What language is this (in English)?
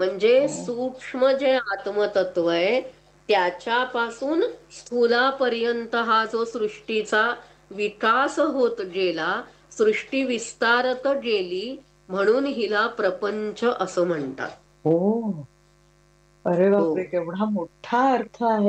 Marathi